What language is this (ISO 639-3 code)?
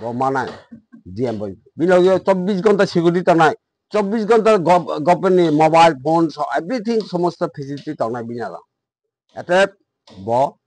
trp